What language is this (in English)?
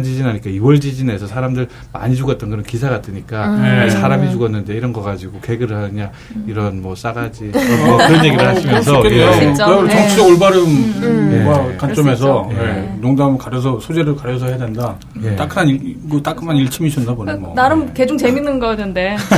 Korean